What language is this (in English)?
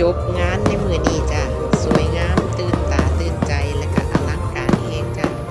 Lao